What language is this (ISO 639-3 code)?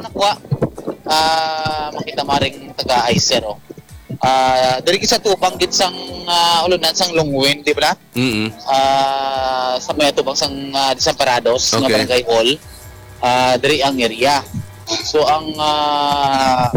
hil